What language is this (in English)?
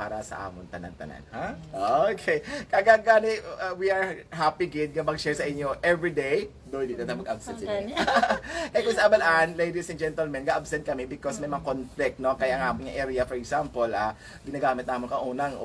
Hiligaynon